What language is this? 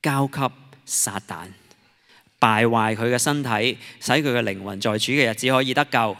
Cantonese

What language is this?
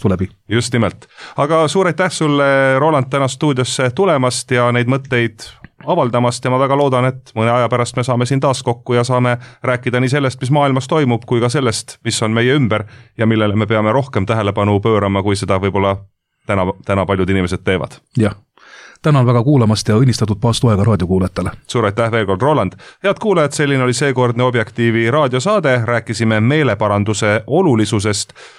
Estonian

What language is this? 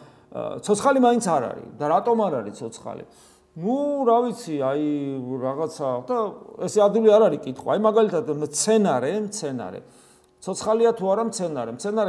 Georgian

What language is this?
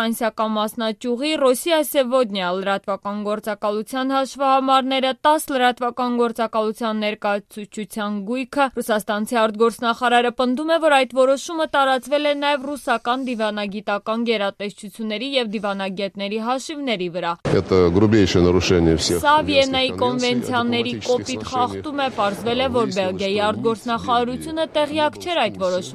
Armenian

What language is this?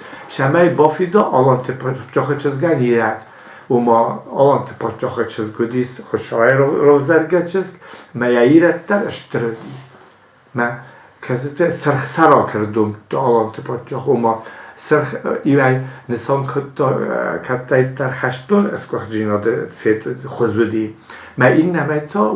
Ossetic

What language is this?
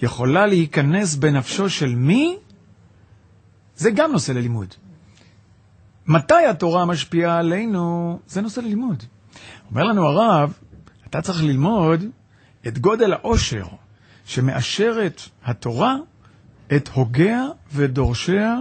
Hebrew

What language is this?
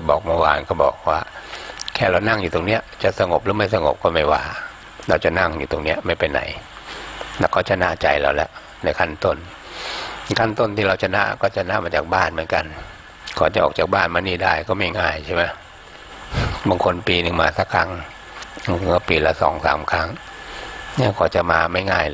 Thai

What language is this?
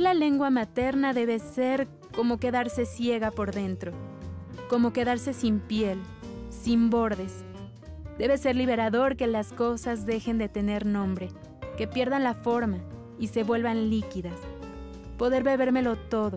Spanish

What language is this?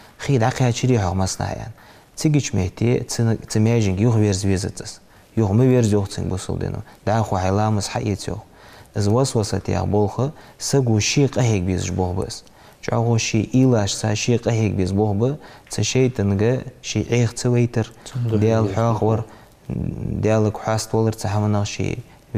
Ingush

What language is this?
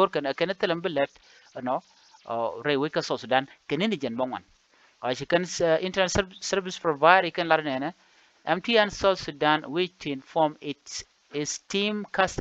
Nuer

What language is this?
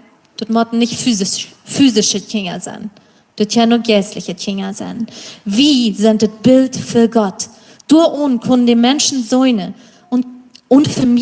Plautdietsch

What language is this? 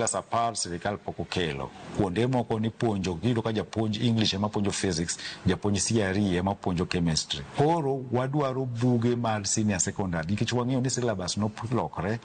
Luo (Kenya and Tanzania)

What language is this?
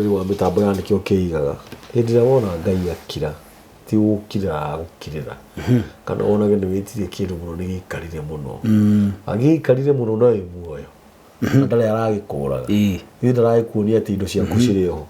Kikuyu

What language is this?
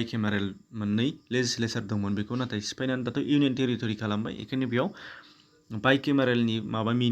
Bodo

